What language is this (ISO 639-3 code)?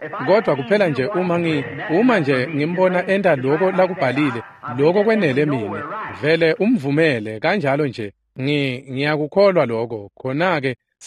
ssw